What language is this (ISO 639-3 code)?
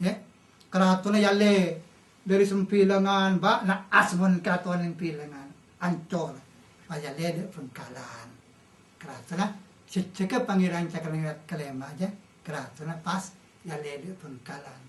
mad